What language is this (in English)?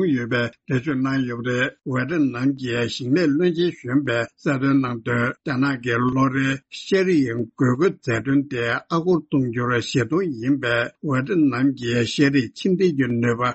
Tibetan